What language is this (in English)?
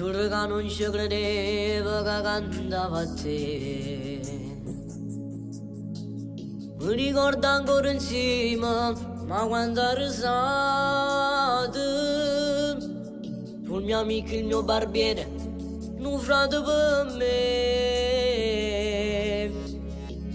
Italian